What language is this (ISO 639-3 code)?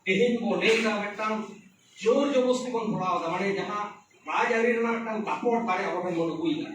sat